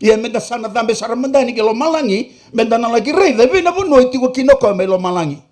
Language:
Fijian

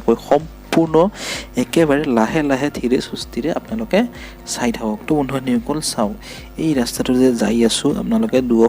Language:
Assamese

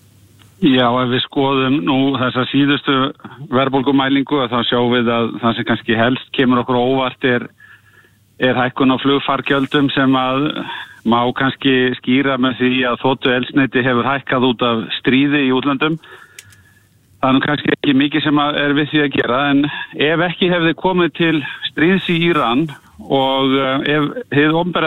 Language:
Icelandic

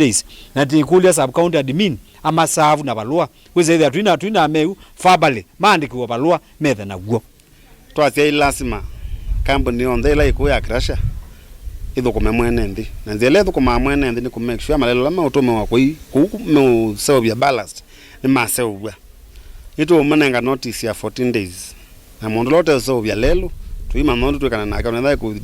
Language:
Kamba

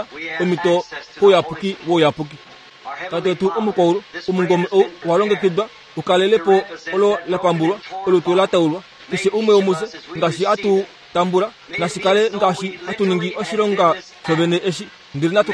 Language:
Kuanyama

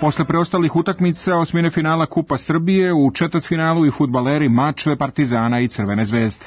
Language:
Serbian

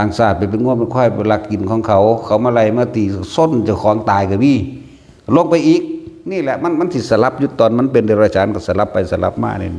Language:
Northeastern Thai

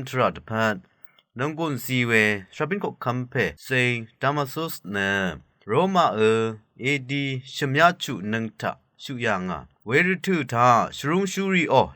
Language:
Rawang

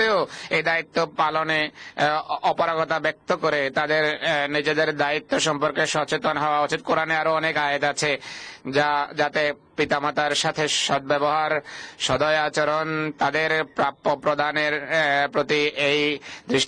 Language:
Bangla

